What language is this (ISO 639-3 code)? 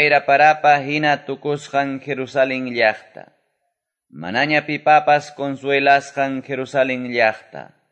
que